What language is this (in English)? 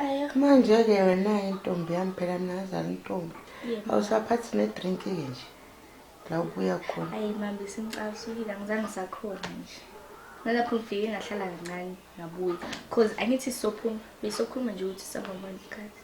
Zulu